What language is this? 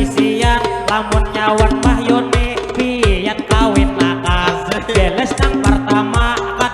Banjar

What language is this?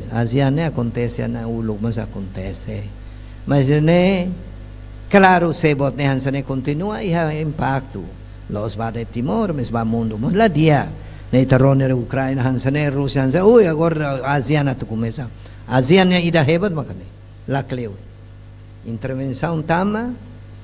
Tetum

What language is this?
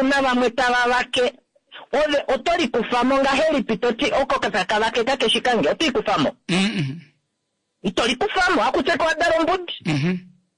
Kuanyama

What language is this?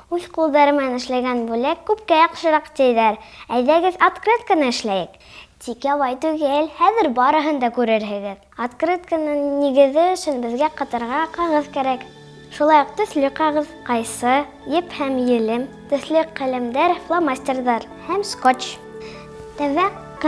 Bashkir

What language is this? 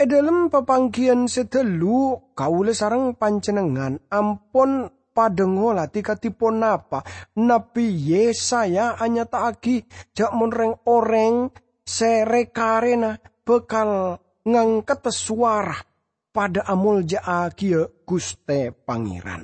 Madurese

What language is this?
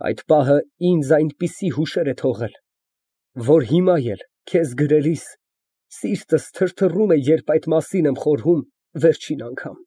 Armenian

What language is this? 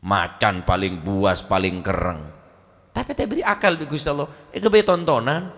Madurese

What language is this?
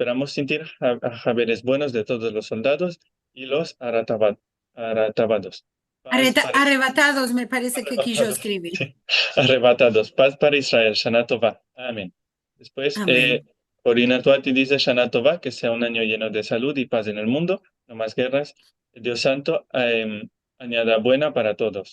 Ladino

